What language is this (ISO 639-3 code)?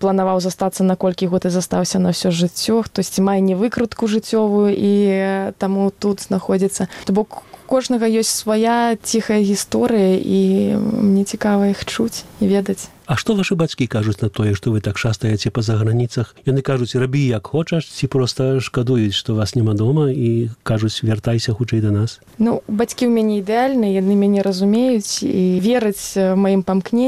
bel